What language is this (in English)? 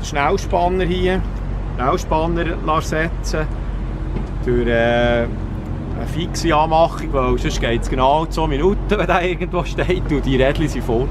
Swiss German